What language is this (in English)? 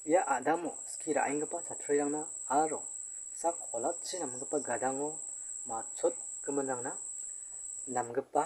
Garo